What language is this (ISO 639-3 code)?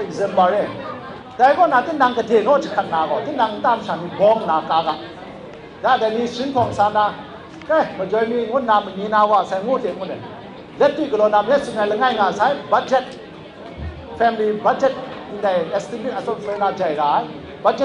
kac